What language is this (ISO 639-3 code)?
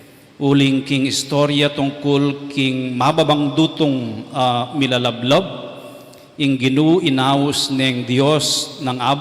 pam